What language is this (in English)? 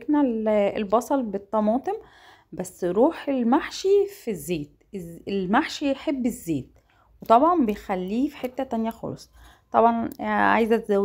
Egyptian Arabic